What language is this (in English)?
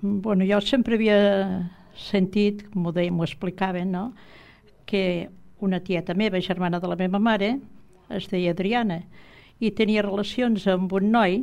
Catalan